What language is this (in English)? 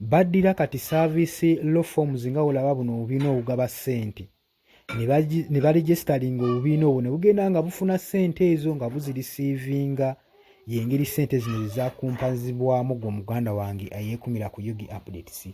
Ganda